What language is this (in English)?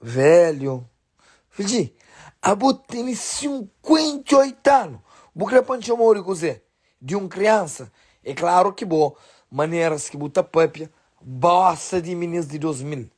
Kabuverdianu